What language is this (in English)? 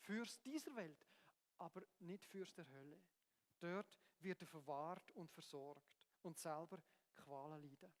Swiss German